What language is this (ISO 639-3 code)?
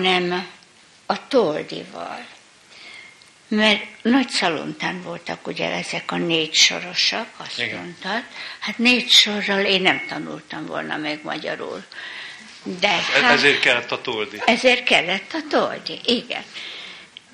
hun